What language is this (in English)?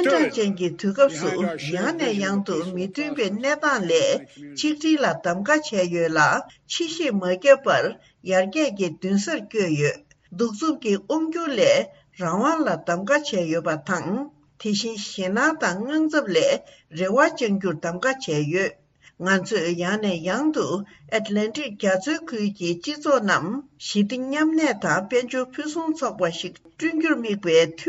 Tibetan